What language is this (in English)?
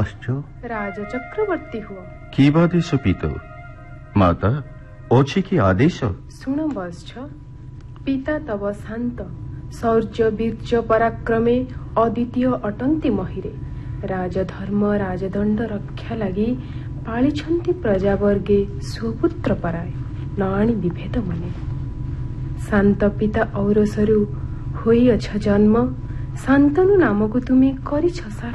Odia